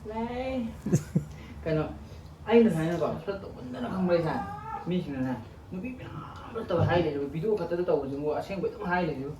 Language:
Manipuri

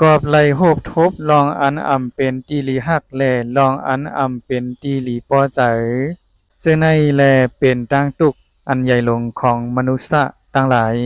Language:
Shan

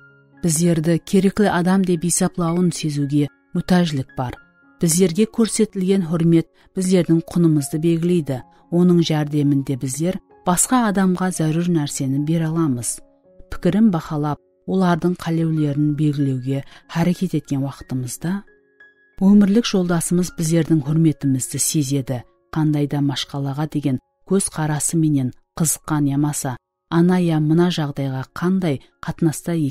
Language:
Kara-Kalpak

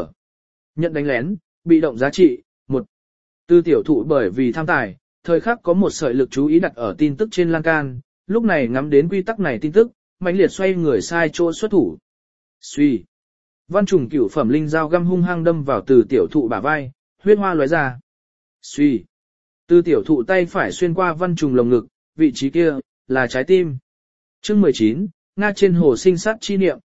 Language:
Vietnamese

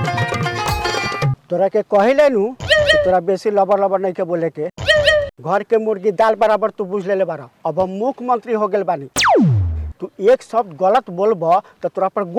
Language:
Bhojpuri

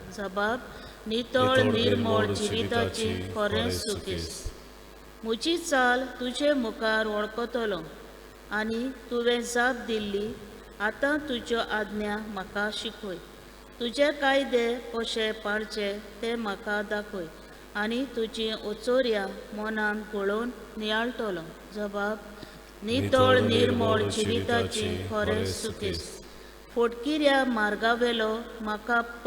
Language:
Konkani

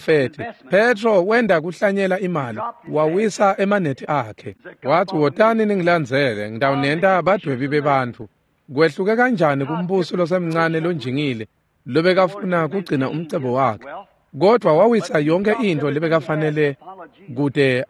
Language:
Swati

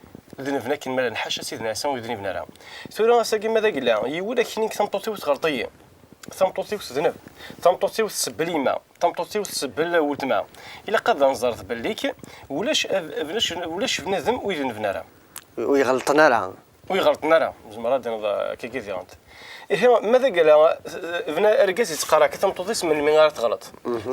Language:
Kabyle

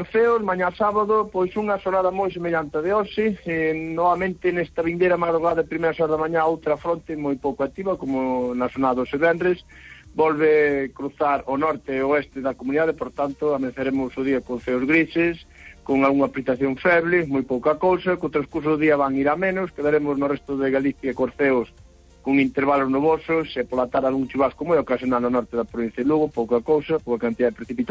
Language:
Galician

